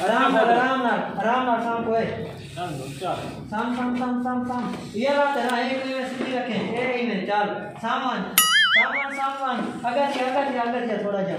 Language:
Saraiki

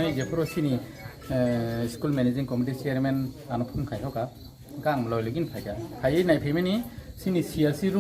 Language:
Kok Borok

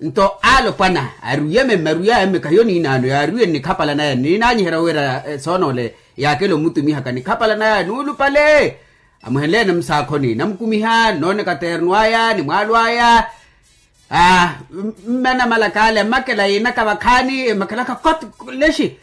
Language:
Makhuwa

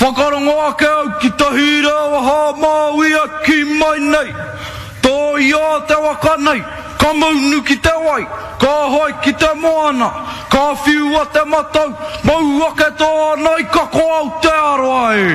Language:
Māori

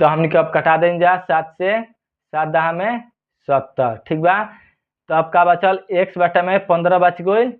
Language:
Bhojpuri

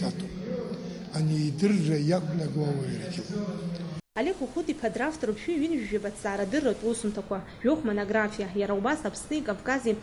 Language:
Abkhazian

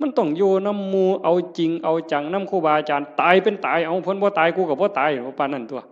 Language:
Northeastern Thai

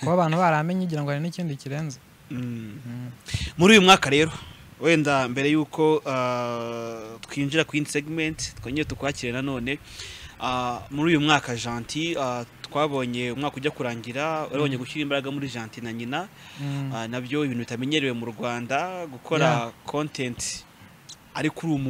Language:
Kinyarwanda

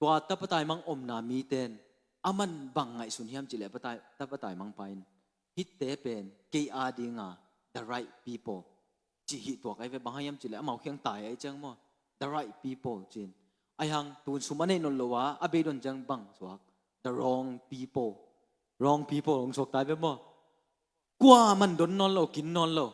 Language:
Tedim Chin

